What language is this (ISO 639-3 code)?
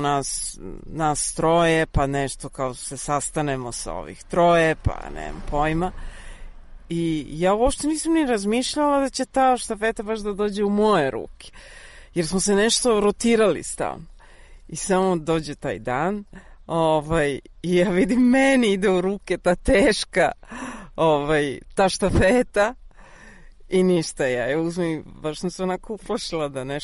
srp